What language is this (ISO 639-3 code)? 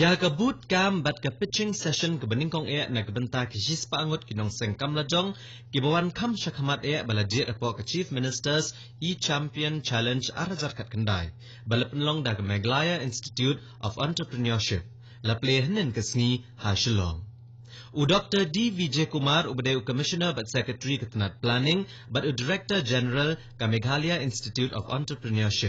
kha